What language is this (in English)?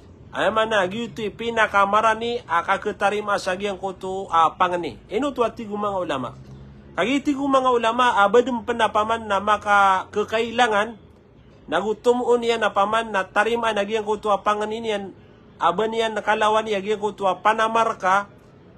Maranao